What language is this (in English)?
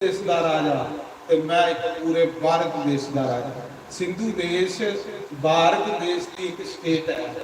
Dogri